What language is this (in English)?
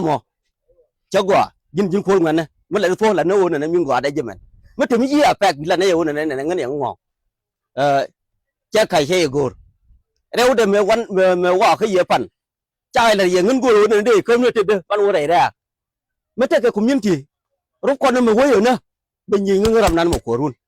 Nuer